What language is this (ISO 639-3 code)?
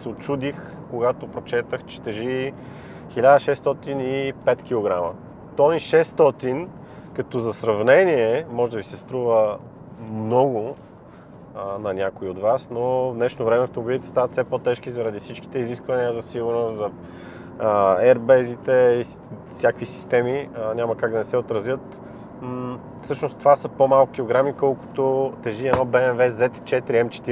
bul